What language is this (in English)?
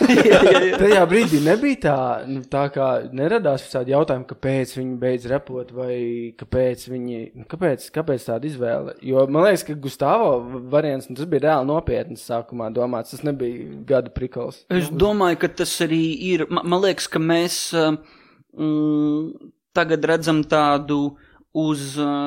Latvian